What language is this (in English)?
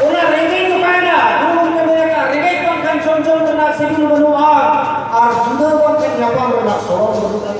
Santali